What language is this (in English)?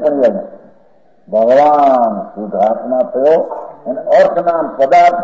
Gujarati